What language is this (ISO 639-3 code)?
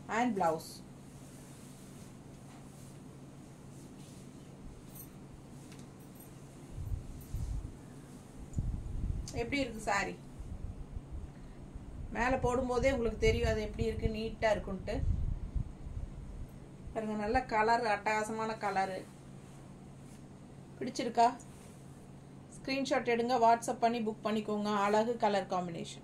tam